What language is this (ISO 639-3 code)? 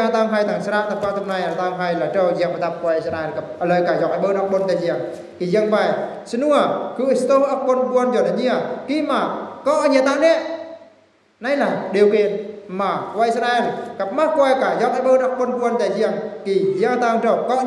bru